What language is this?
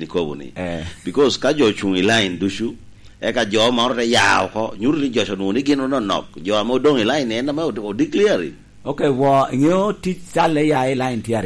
Lango (Uganda)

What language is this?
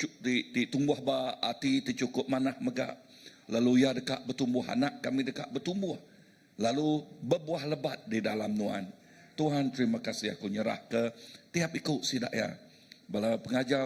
Iban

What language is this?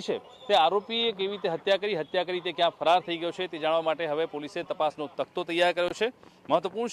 Gujarati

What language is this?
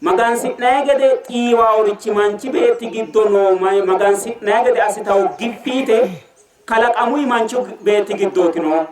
Sidamo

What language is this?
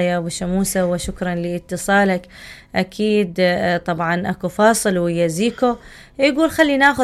Mesopotamian Arabic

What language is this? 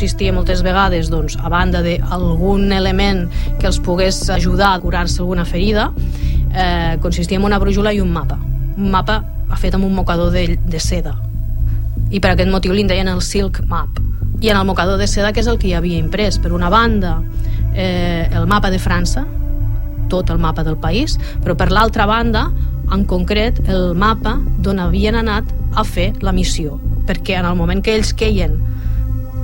Catalan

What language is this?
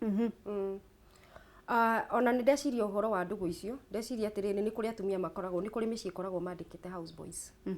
Kikuyu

